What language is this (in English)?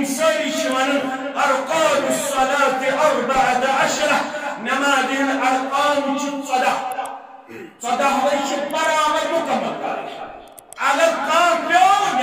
Kashmiri